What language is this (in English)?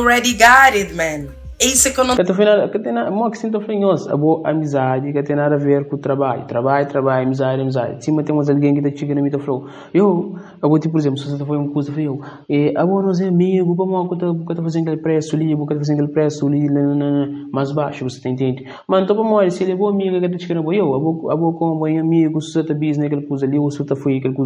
Kabuverdianu